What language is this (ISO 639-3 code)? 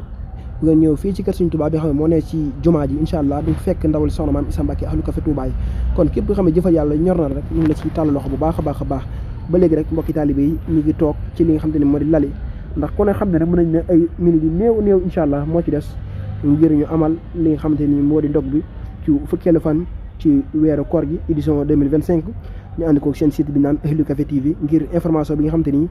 wol